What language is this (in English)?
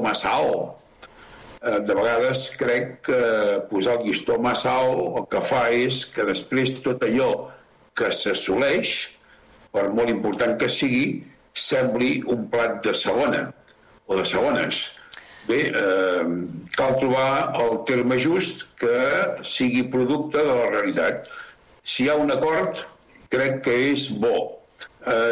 Catalan